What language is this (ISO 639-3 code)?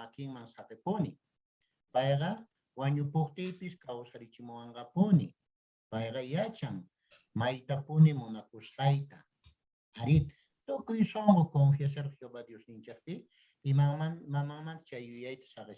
que